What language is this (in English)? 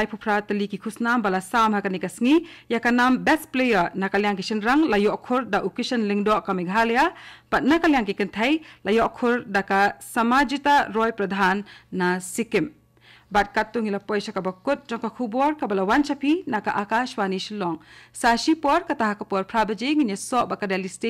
Khasi